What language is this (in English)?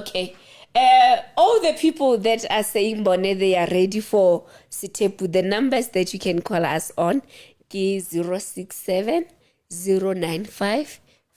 Southern Sotho